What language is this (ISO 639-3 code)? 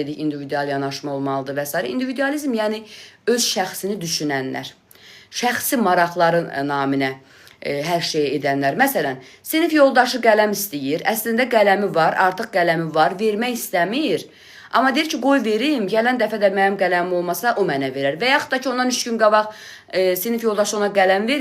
aze